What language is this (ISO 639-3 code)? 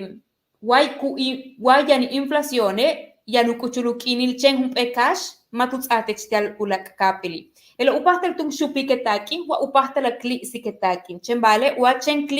yua